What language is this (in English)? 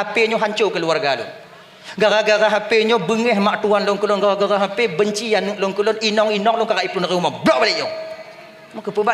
Achinese